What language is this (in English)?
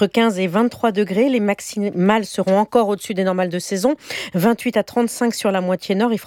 French